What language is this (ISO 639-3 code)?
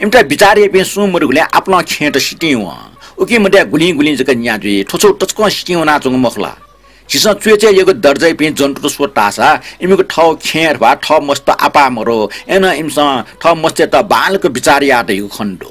new